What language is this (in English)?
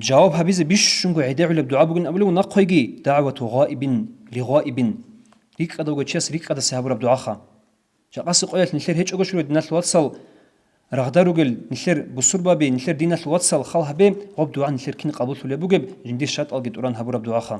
Avaric